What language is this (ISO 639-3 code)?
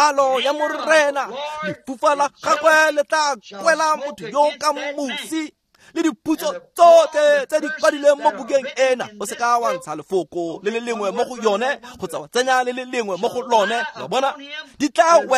tsn